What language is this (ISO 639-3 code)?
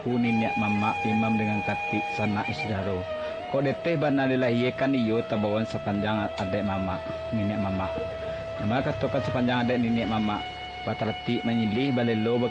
min